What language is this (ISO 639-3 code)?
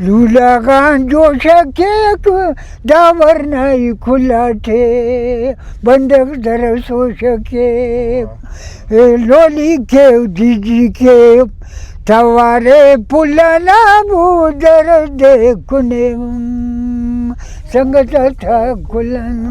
brh